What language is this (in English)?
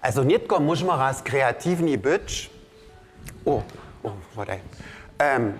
Upper Sorbian